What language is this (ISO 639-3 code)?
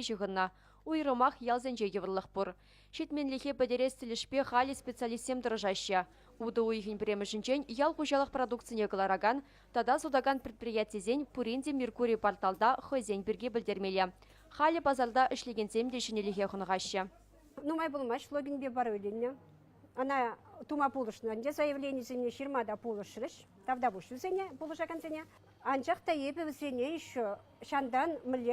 chv